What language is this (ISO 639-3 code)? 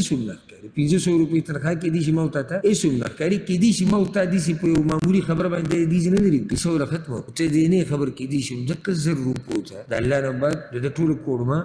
pus